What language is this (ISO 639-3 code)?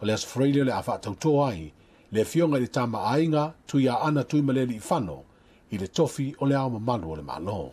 smo